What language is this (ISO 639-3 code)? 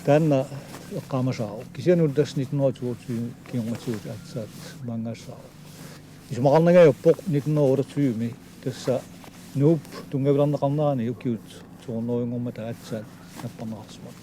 kal